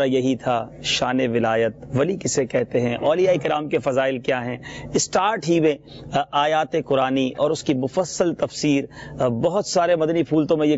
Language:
Urdu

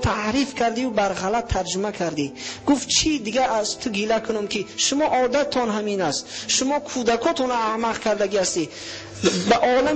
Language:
Tajik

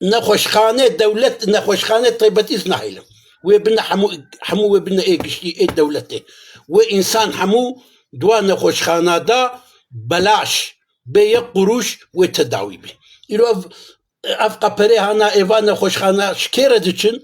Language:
Kurdish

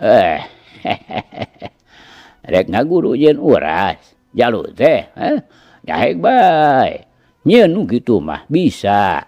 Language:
Sundanese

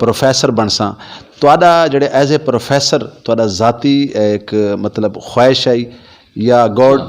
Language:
Western Panjabi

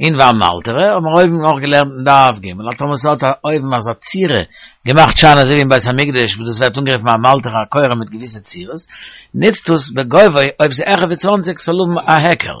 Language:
Yiddish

